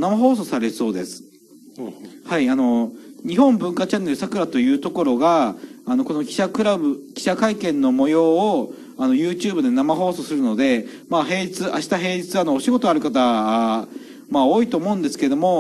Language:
Japanese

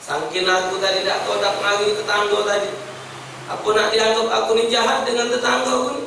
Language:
Musi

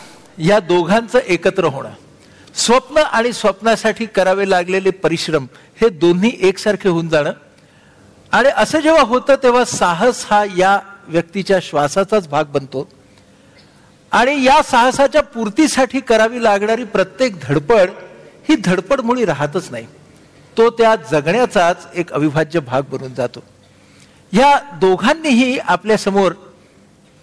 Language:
Marathi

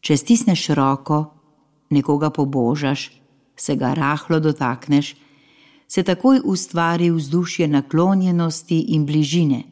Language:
Slovenian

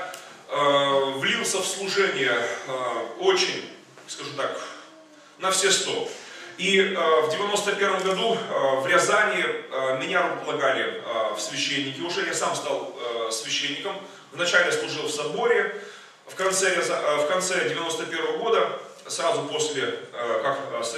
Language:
Russian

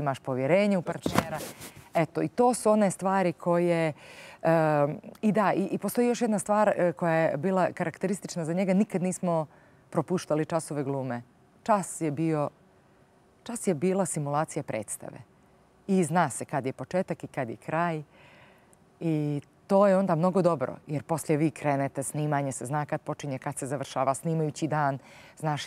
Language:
Bosnian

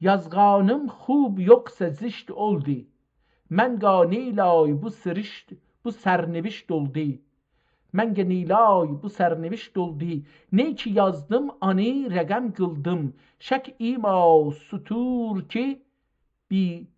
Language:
South Azerbaijani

